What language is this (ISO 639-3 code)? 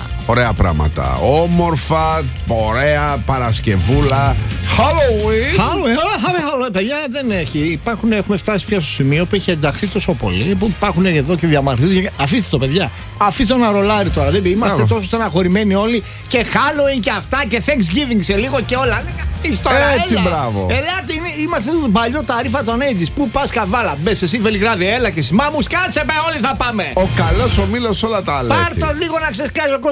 ell